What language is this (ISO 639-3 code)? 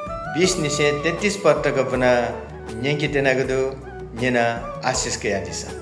new